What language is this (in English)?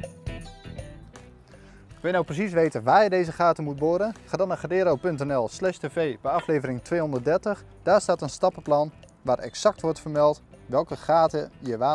Dutch